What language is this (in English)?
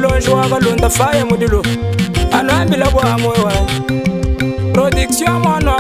Luba-Lulua